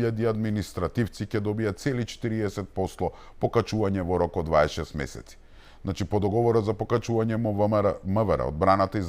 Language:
Macedonian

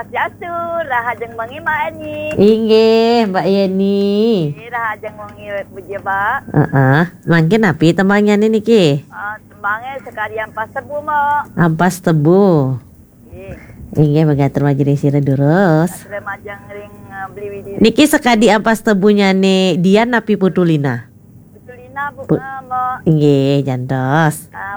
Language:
Balinese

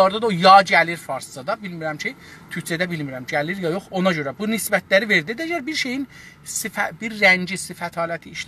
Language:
South Azerbaijani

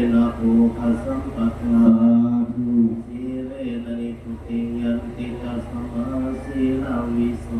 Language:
Pali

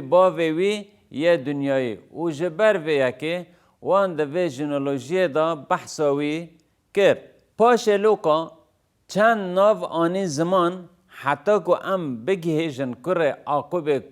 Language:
Kurdish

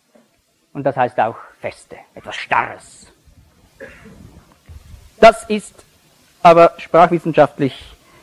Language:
German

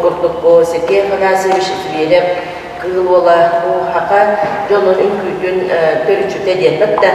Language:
Yakut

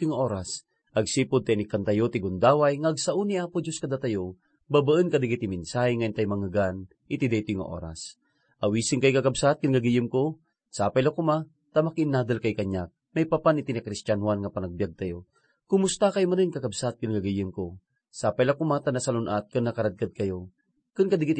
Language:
Iloko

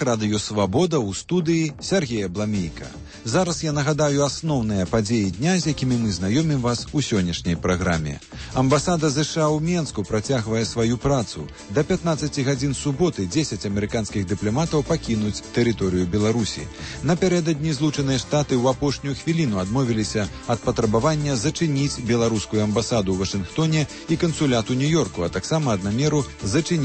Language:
Belarusian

